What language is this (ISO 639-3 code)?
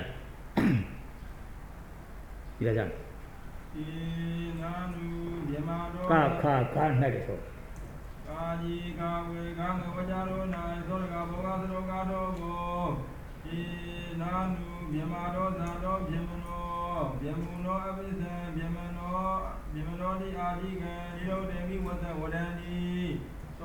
mya